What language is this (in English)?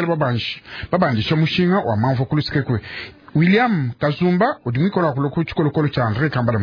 Luba-Lulua